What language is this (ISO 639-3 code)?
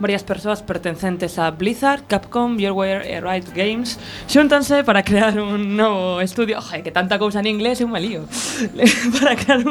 glg